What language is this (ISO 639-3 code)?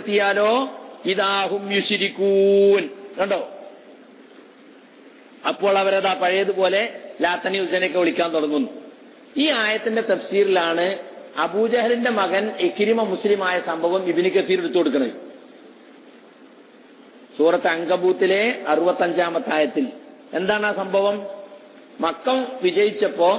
mal